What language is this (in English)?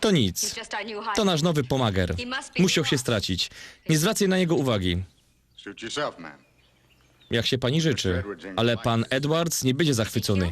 Silesian